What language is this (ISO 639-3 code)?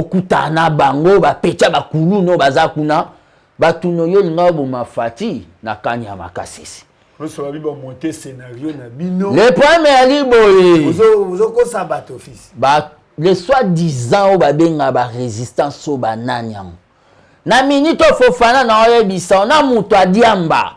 lin